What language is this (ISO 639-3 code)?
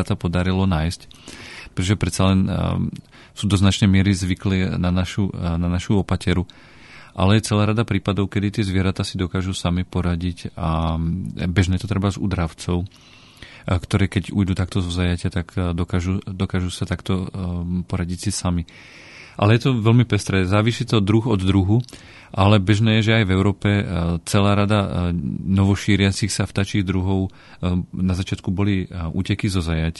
slk